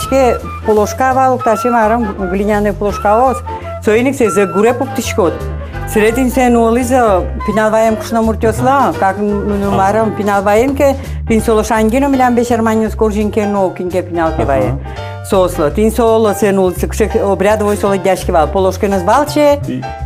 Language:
Udmurt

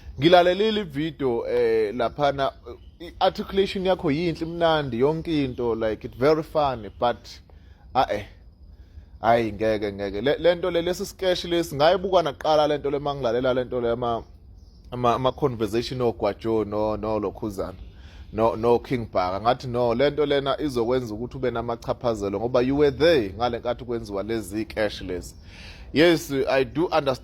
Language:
Zulu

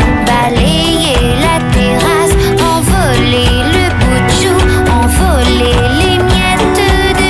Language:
French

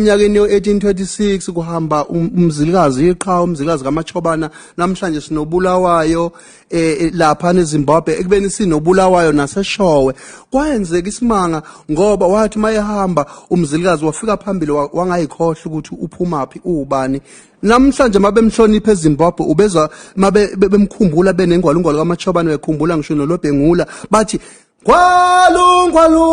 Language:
Zulu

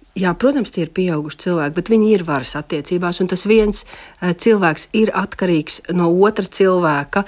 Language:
Latvian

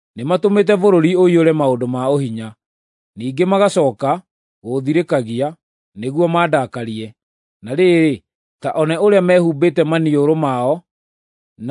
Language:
Kikuyu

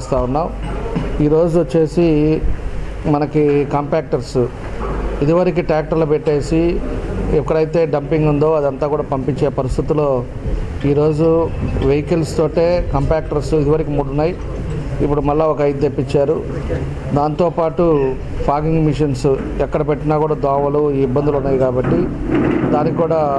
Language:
Telugu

